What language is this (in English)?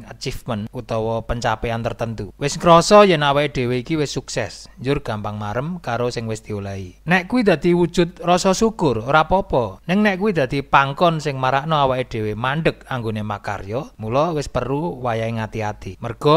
Javanese